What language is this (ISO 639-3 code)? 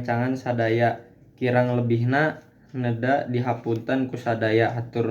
sun